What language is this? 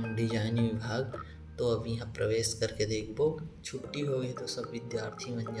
Chhattisgarhi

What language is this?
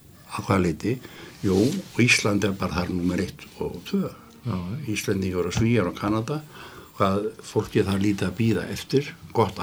Icelandic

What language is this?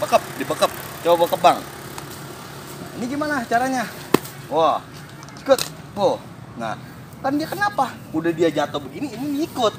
Betawi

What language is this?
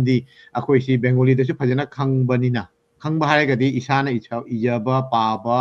Manipuri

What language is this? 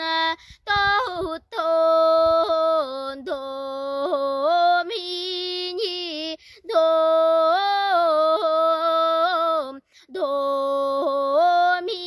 Yakut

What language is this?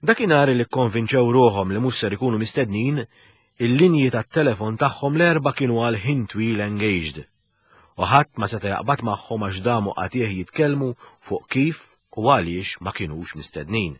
Maltese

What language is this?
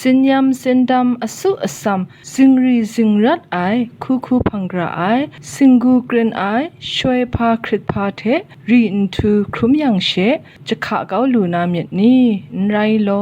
Kachin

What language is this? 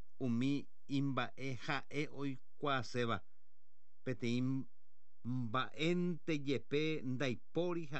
Guarani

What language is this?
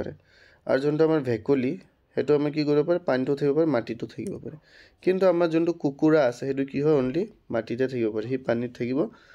Assamese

